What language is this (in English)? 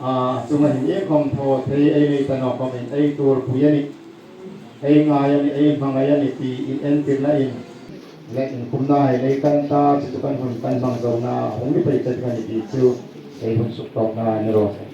Hmar